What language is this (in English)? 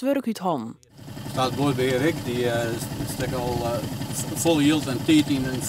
Western Frisian